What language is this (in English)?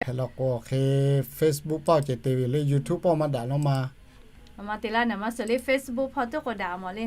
Lahu